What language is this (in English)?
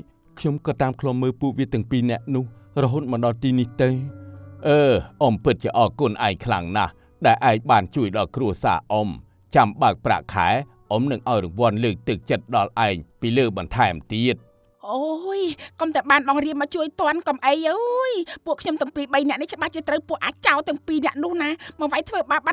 Khmer